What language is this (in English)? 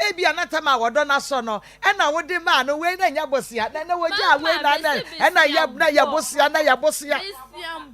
Akan